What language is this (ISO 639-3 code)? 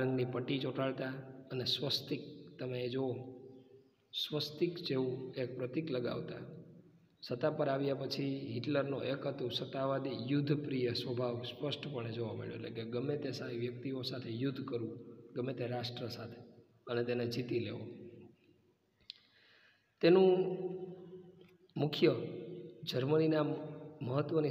guj